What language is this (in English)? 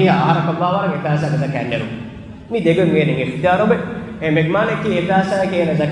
Divehi